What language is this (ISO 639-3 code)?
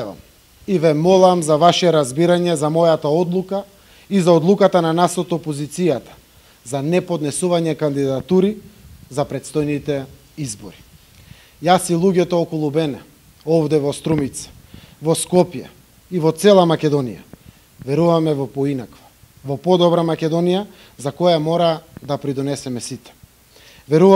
mkd